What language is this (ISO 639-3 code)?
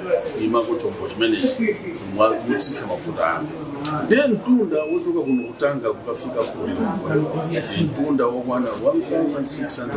nya